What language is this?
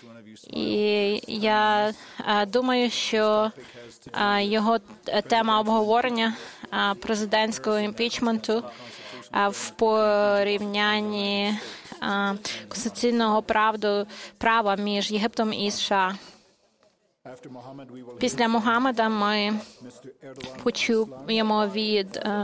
Ukrainian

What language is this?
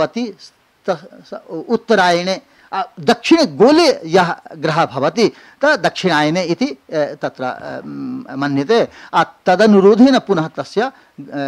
Sanskrit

